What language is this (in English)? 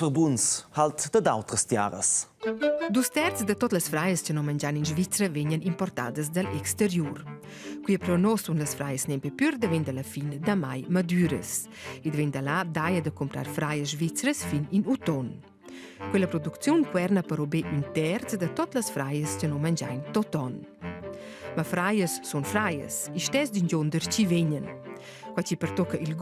Romansh